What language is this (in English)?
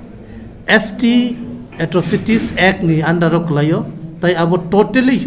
Kok Borok